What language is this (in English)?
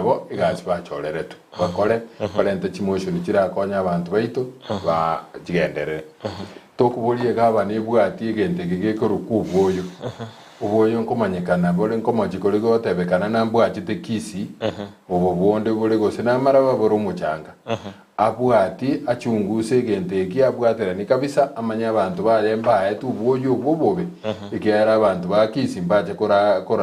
Gusii